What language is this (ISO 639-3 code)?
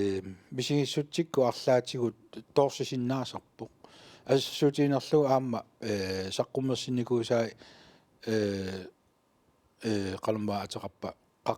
kal